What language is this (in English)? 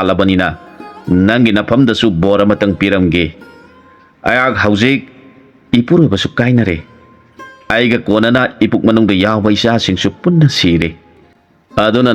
Manipuri